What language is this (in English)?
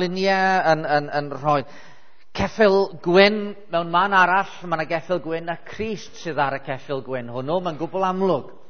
Welsh